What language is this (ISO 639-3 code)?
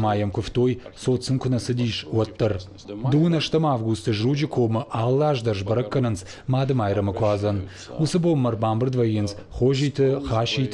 oss